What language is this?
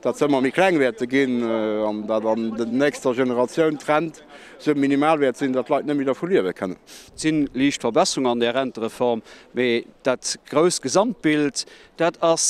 Luxembourgish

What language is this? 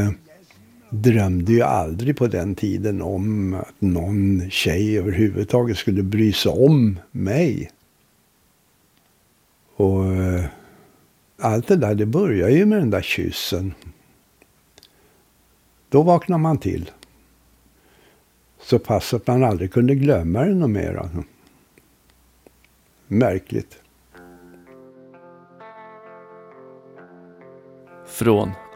Swedish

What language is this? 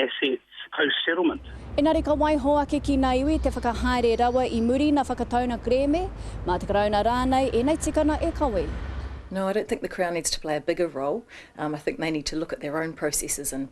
Māori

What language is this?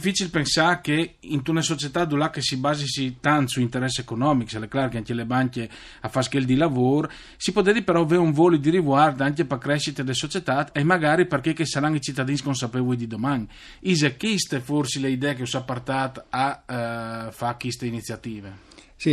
Friulian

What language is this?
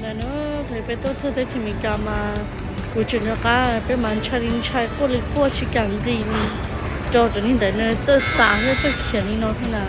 Hmong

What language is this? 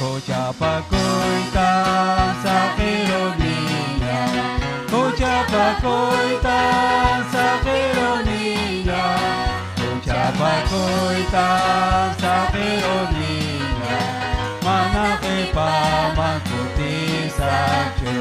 Ayacucho Quechua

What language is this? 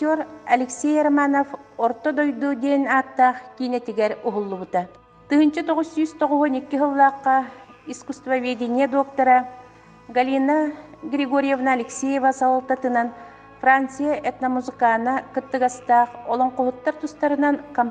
Yakut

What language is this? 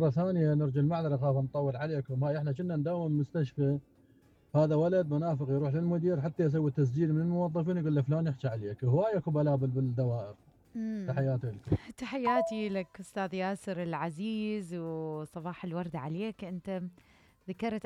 Mesopotamian Arabic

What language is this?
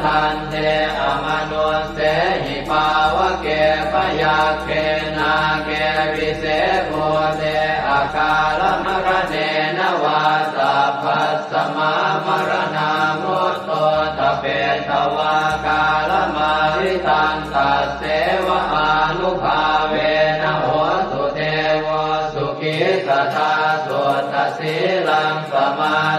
Pali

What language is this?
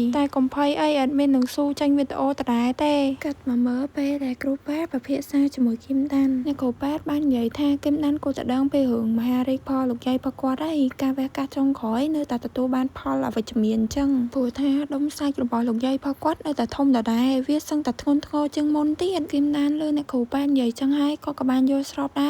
Khmer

